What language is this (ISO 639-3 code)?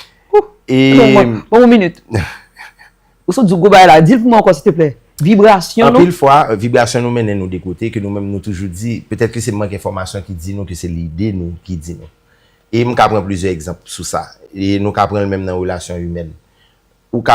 hat